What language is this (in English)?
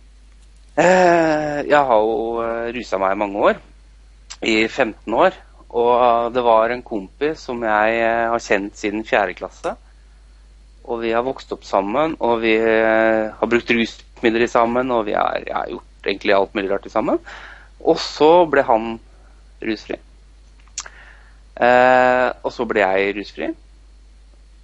Norwegian